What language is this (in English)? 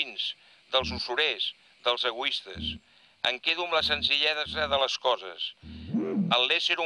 Catalan